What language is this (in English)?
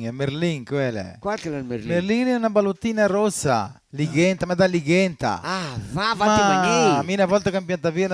Venetian